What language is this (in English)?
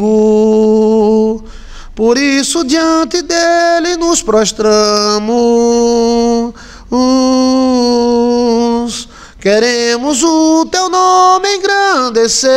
Portuguese